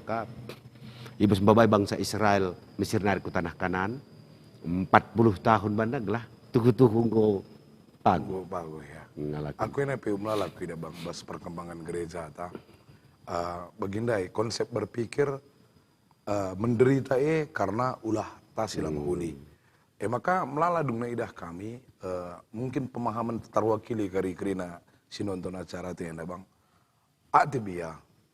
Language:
Batak Karo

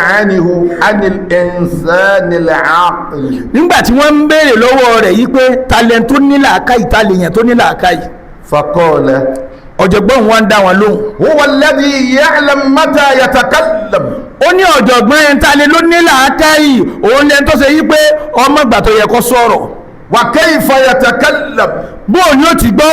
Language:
Yoruba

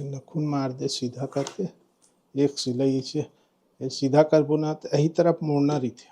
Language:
Chhattisgarhi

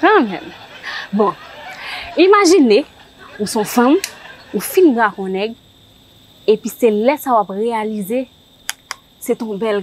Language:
Haitian Creole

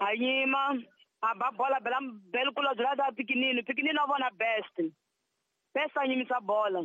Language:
Tsonga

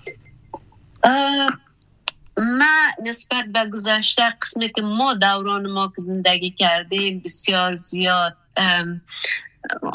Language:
Persian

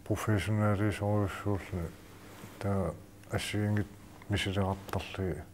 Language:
Kalaallisut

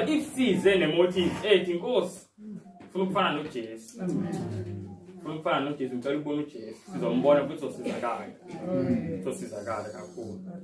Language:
Zulu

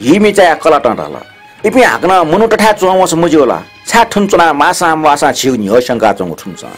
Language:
Newari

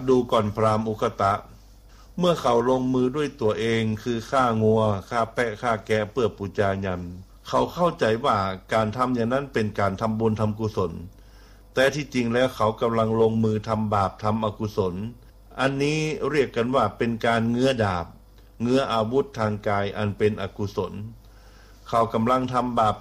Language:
Thai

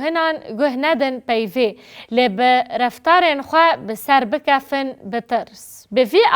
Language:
Kurdish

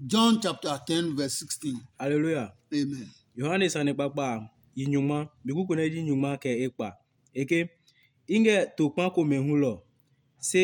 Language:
Adangme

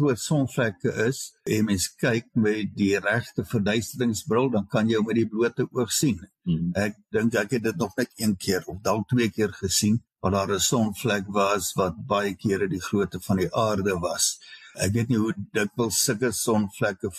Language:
Afrikaans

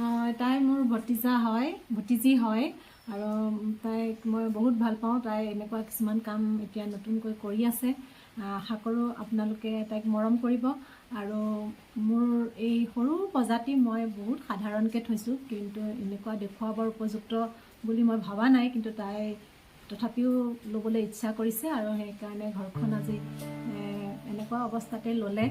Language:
Assamese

